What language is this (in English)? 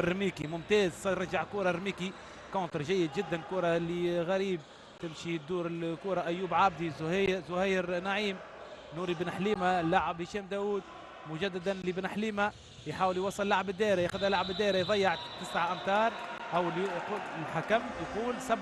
Tunisian Arabic